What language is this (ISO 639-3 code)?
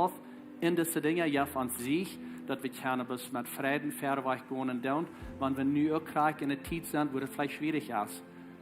pdt